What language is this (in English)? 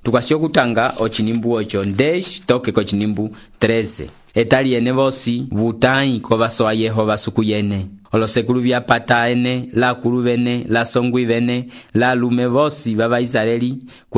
Umbundu